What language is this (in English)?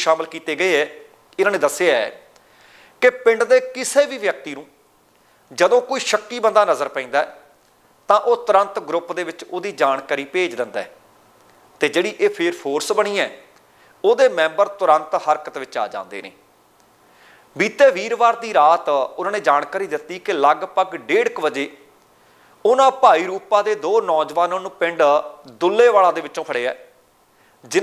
Punjabi